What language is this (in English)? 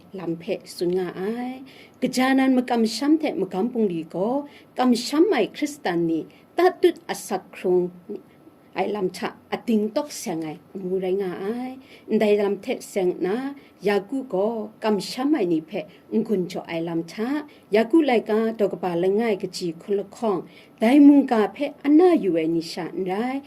Kachin